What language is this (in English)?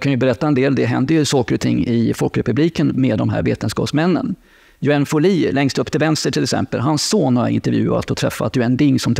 Swedish